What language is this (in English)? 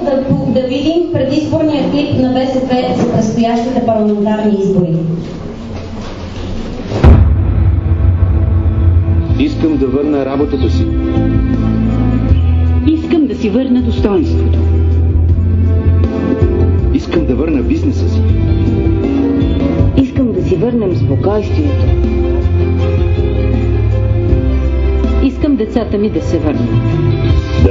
Bulgarian